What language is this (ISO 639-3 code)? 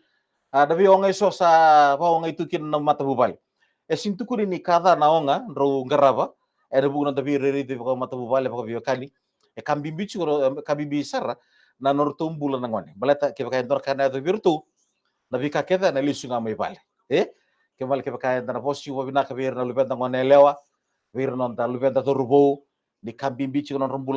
fij